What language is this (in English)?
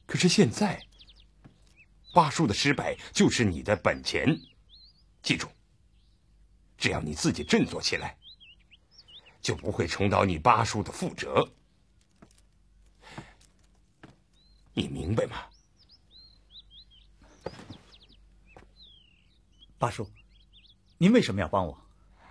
Chinese